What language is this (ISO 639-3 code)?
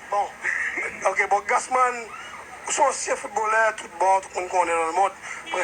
hat